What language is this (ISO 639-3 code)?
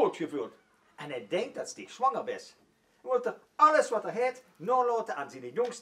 lim